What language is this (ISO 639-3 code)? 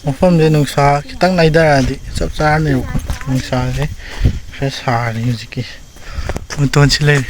mni